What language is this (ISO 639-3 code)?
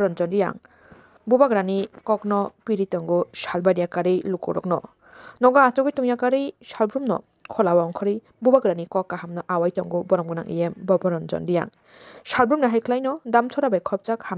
trp